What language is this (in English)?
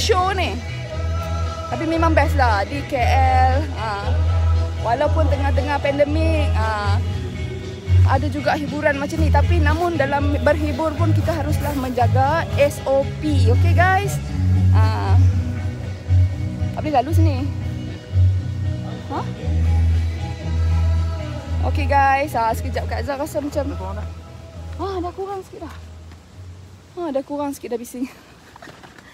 Malay